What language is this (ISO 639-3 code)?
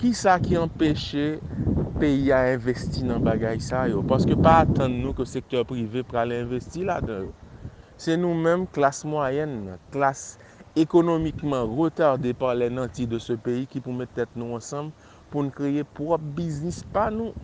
hat